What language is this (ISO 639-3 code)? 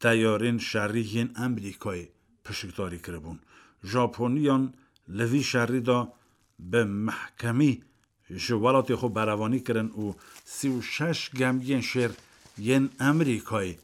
kur